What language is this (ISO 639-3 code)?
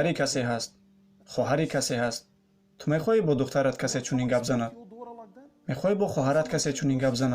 tgk